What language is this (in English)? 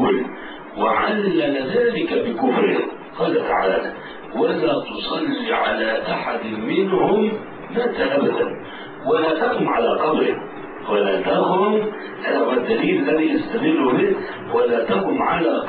Arabic